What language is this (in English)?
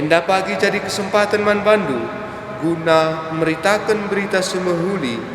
Batak Karo